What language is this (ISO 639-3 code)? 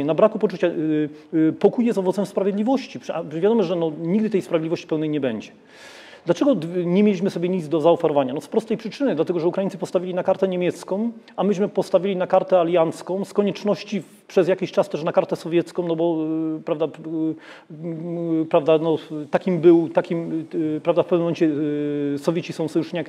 pol